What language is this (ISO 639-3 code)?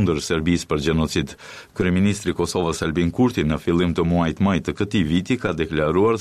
sqi